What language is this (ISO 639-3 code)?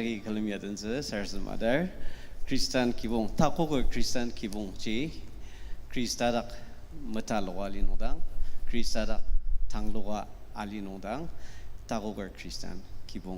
njo